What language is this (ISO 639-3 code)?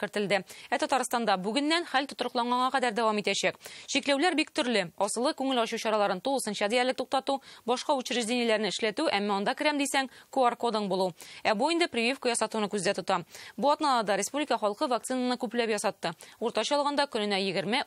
tat